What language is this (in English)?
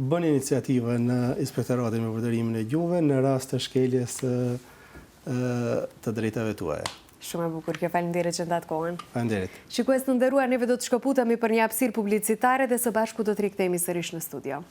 Albanian